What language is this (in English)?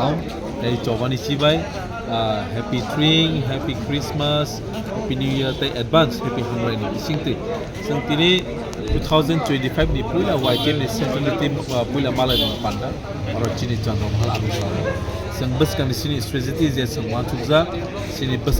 Kok Borok